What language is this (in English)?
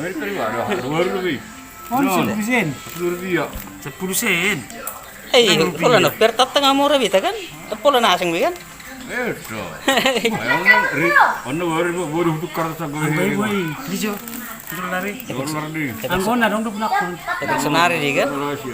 Batak Toba